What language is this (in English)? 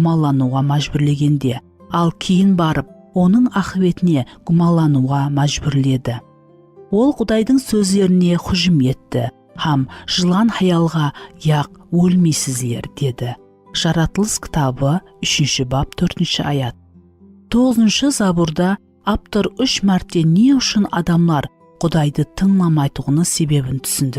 Kara-Kalpak